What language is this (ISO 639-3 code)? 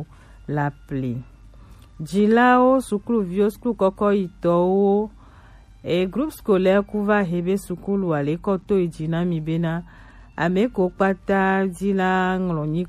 gej